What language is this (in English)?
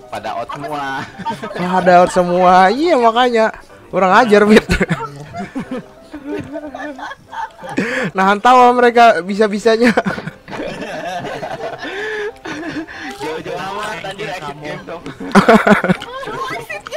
Indonesian